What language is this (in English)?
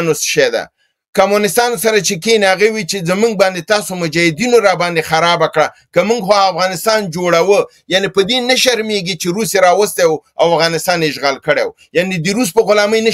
Pashto